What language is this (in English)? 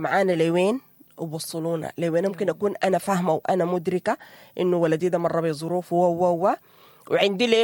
Sudanese Arabic